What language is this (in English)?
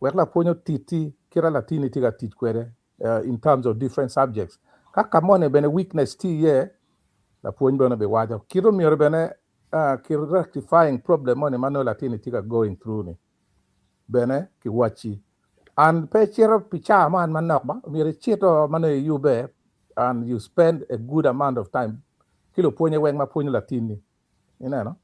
Acoli